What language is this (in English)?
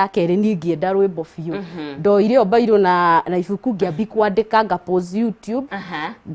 Kikuyu